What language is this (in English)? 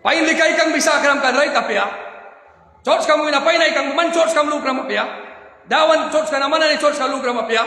Mískito